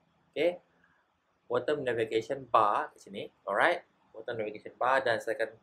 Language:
Malay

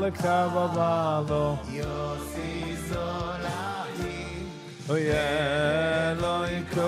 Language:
Yiddish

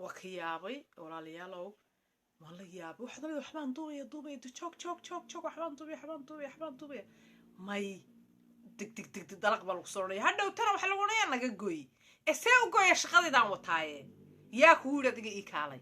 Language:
Somali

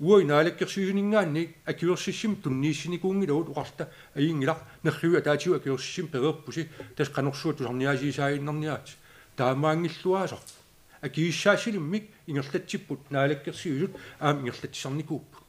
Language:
Kalaallisut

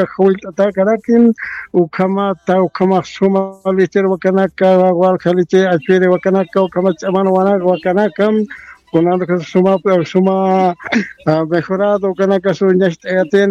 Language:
Aymara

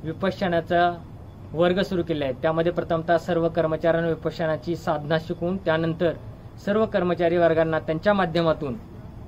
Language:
Marathi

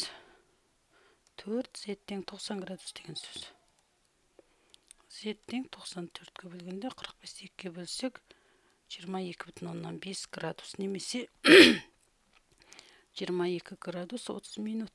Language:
Kazakh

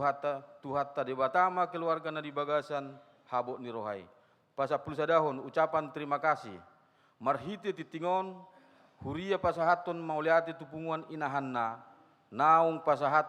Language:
Batak Toba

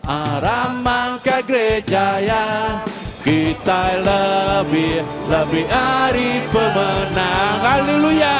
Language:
Iban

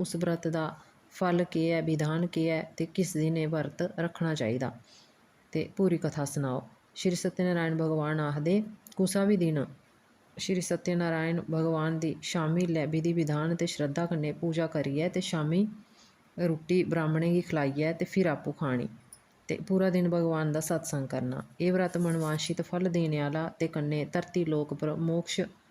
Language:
Dogri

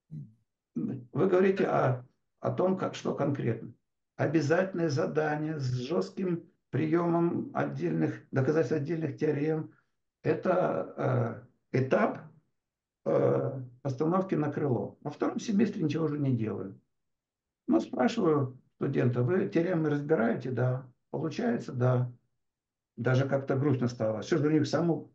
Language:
Russian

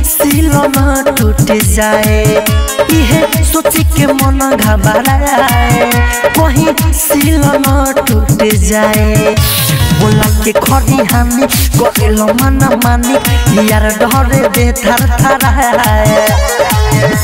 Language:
Bhojpuri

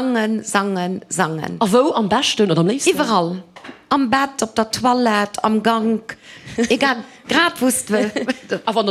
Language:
Luxembourgish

